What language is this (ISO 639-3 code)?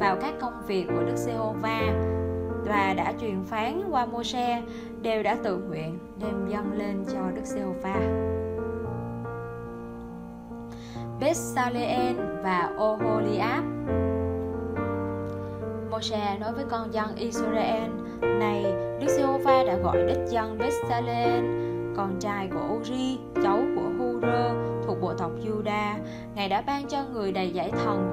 vie